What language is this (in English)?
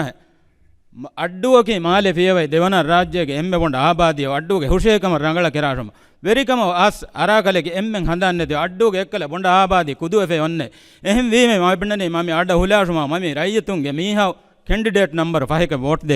Divehi